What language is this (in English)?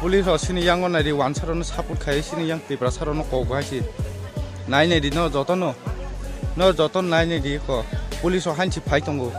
Kok Borok